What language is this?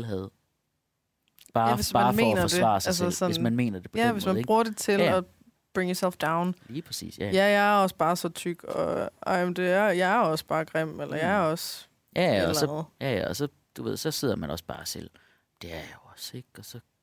Danish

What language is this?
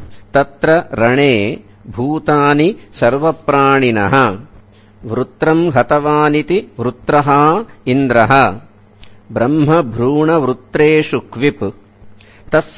Sanskrit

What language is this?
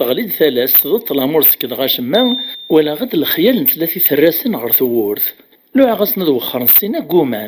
Kabyle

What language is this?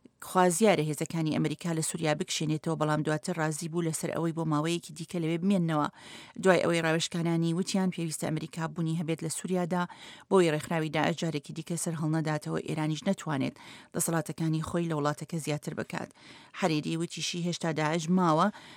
Central Kurdish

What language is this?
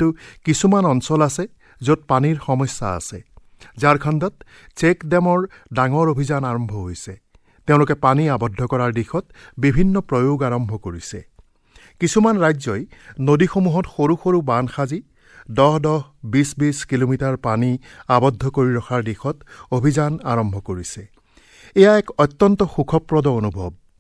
Assamese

